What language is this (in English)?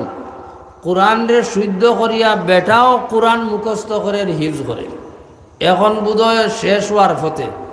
Sylheti